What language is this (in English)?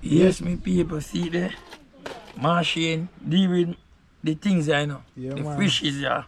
Jamaican Creole English